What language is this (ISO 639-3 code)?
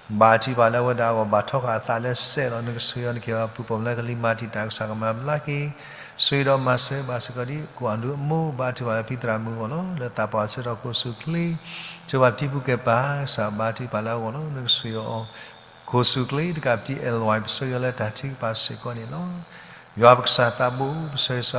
ksw